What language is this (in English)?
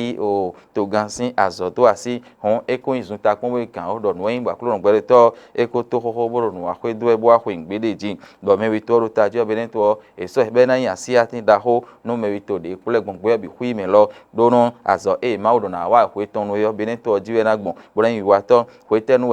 Fon